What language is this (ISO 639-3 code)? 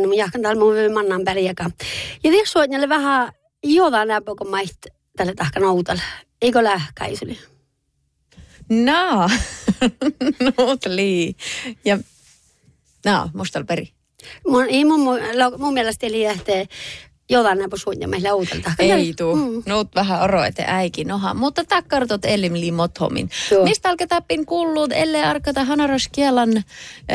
sme